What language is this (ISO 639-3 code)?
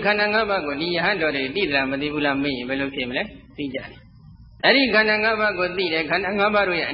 mya